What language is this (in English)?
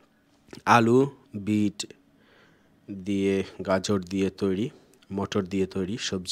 Bangla